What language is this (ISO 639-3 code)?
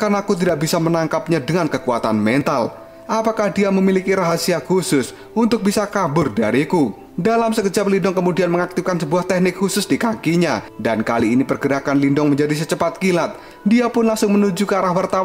ind